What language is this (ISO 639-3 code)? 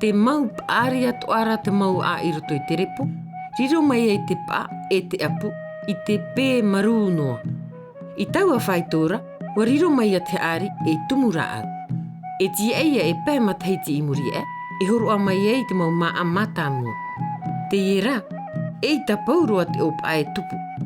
tah